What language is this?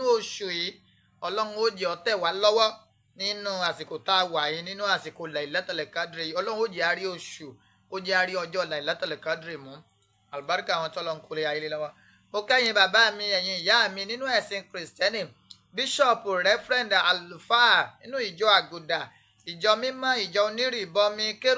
Yoruba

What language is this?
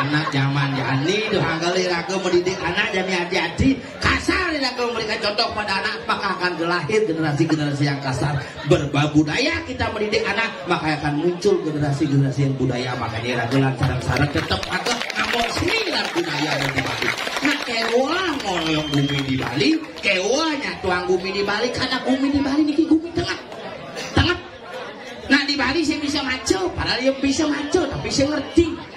Balinese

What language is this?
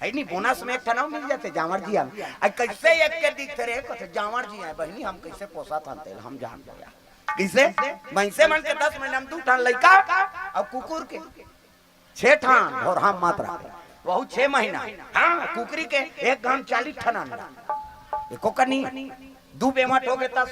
Chhattisgarhi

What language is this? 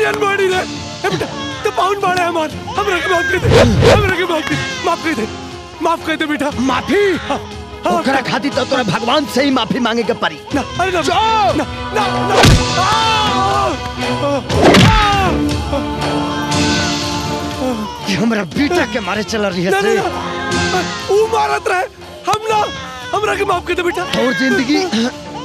Bhojpuri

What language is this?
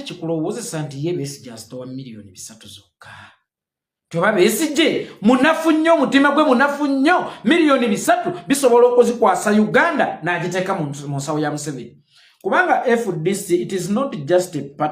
Ganda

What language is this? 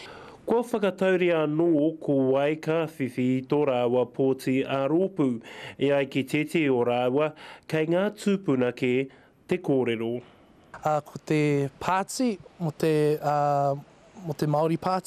Māori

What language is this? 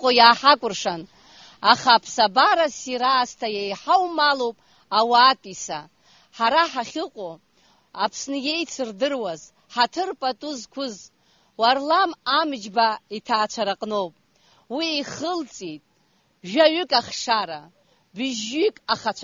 Abkhazian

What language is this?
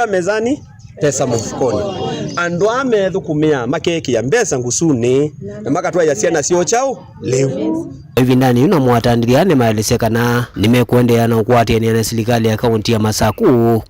Kamba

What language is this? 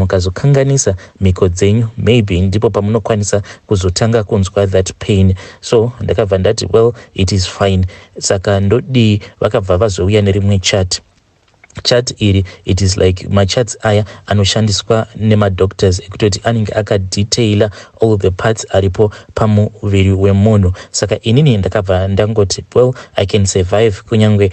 Shona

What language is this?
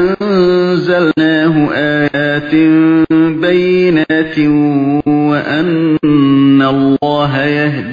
Uyghur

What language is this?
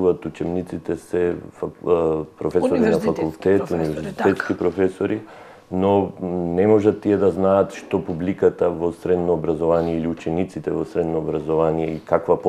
Macedonian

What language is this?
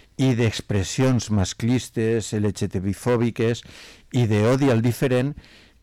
Catalan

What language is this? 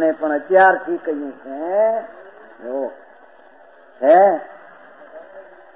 Gujarati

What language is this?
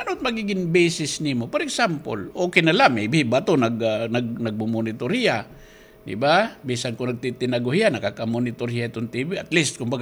Waray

